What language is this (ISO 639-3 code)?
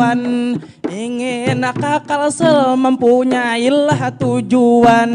bjn